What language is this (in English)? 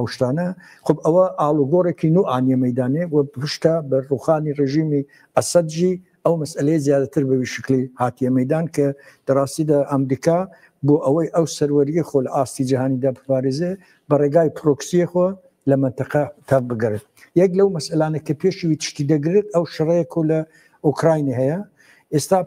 Kurdish